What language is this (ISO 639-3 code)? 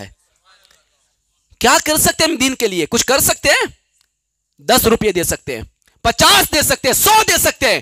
urd